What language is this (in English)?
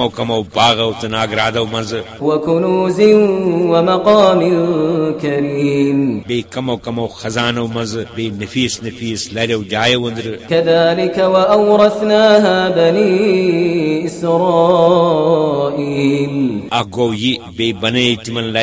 Kashmiri